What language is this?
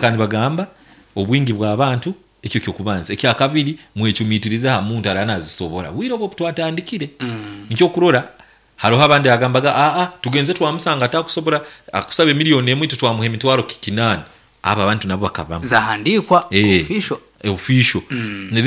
Nyankole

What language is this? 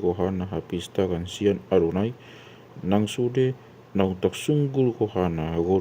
Batak Toba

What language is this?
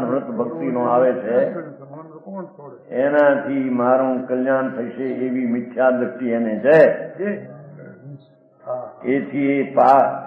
Gujarati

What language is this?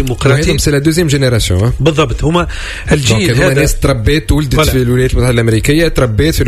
Tunisian Arabic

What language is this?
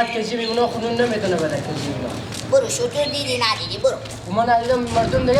Persian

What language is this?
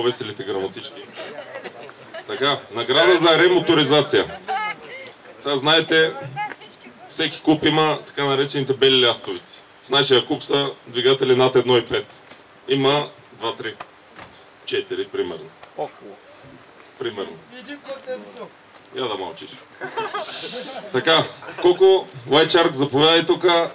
Bulgarian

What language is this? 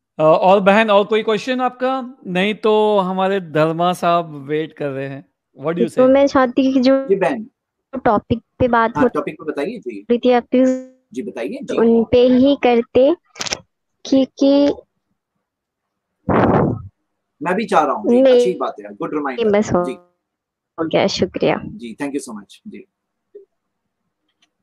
Hindi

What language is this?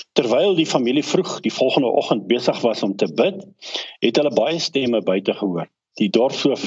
Afrikaans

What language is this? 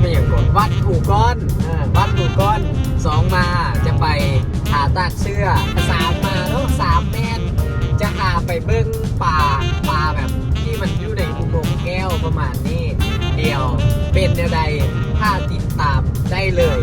Lao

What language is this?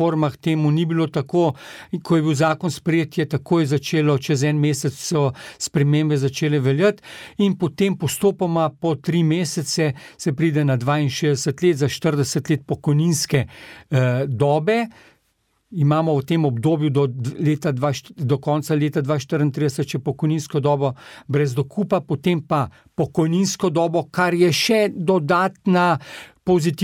Slovenian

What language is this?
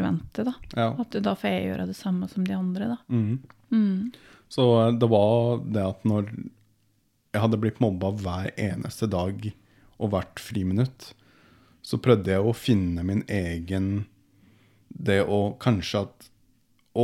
Norwegian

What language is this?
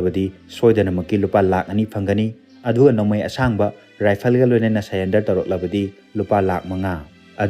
Manipuri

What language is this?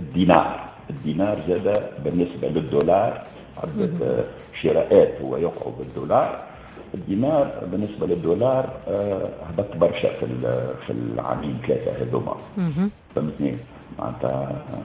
Tunisian Arabic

